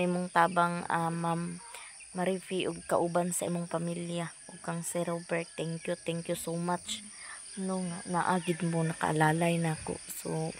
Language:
Cebuano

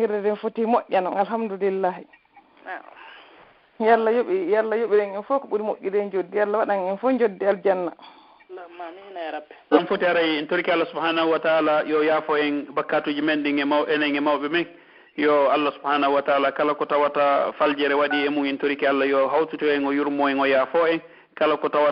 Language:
Pular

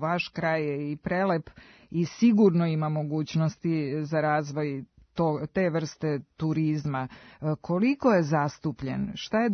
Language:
Serbian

